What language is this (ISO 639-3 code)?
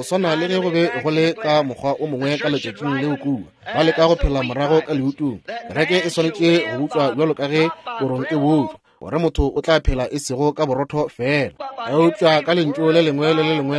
nso